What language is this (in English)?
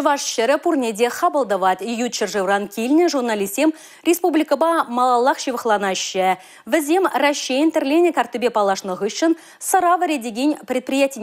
Chuvash